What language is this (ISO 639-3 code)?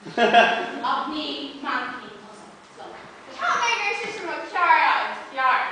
gle